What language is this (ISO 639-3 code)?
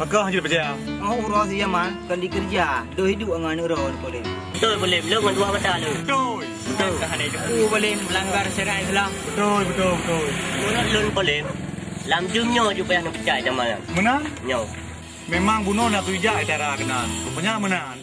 ace